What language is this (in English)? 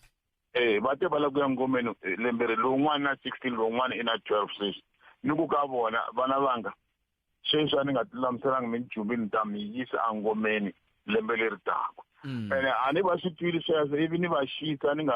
Tsonga